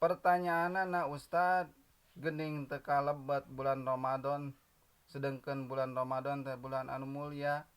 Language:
Sundanese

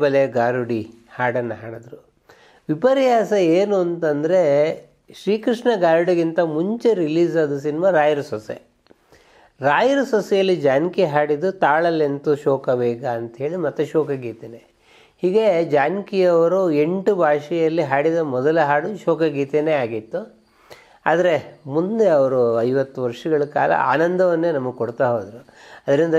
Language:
Kannada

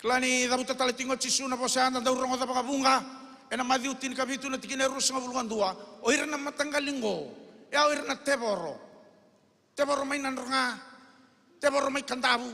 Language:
Fijian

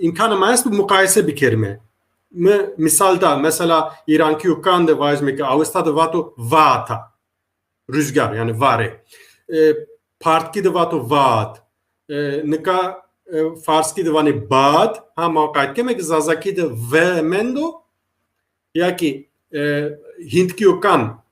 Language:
Zaza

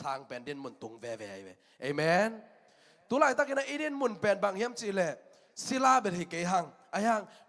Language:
Tedim Chin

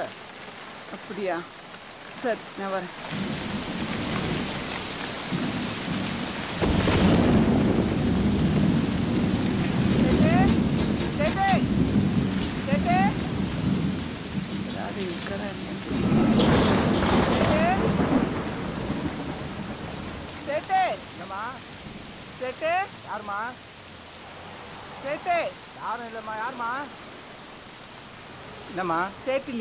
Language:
Tamil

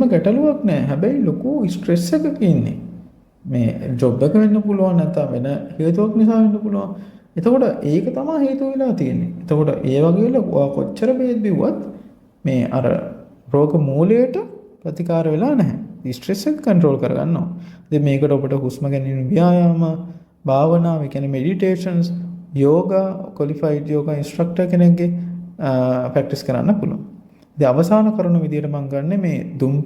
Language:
Sinhala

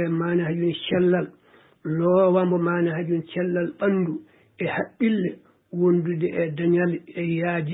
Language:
Fula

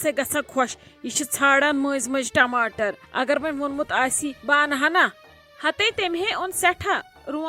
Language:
Kashmiri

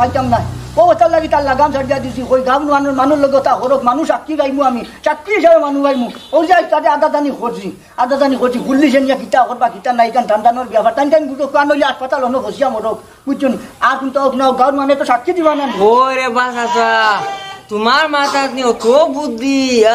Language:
Sylheti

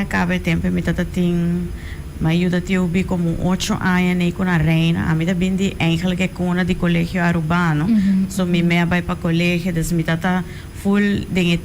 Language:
Papiamento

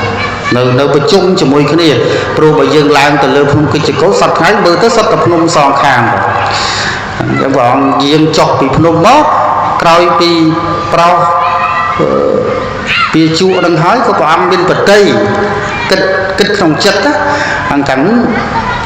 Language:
Khmer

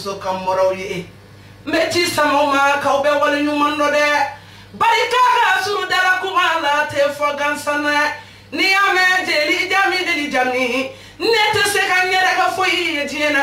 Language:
Bambara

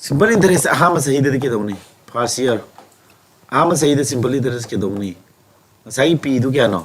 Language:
Manipuri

